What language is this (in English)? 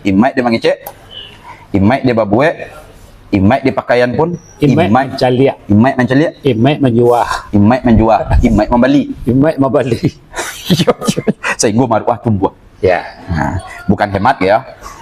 Minangkabau